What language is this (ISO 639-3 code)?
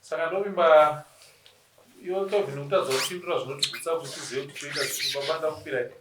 sna